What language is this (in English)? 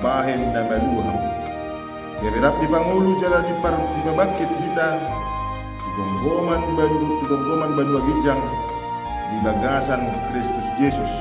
Batak Toba